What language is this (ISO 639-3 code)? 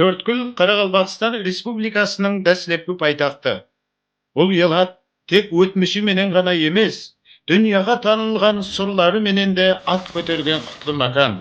kaa